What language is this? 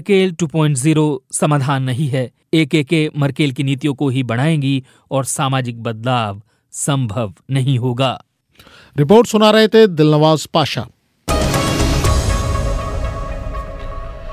Hindi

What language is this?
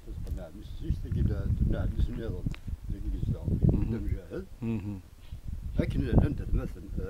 Kabyle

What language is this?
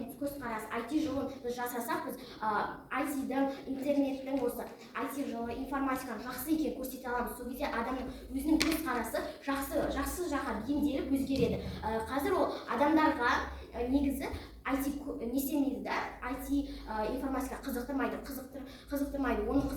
Kazakh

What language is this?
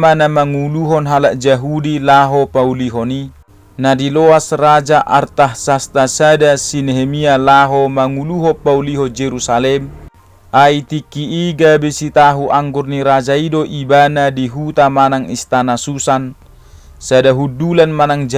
Batak Toba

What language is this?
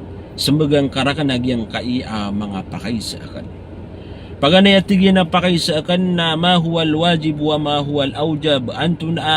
Maranao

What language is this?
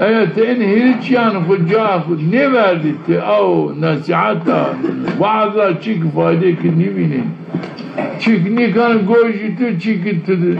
Zaza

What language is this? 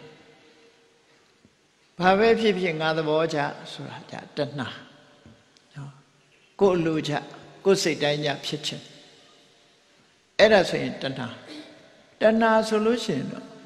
Burmese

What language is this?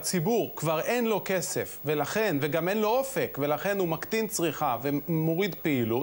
Hebrew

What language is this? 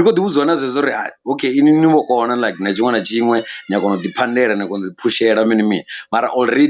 Venda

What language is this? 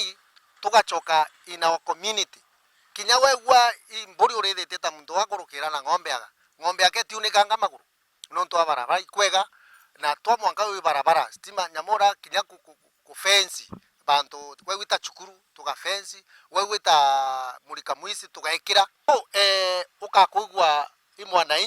Meru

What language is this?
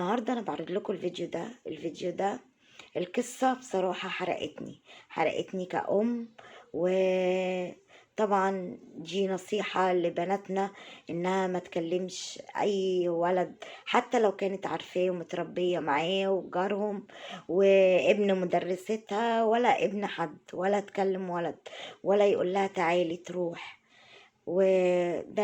Egyptian Arabic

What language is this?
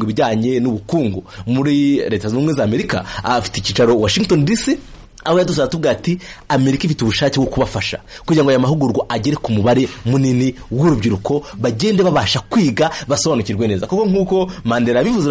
Kinyarwanda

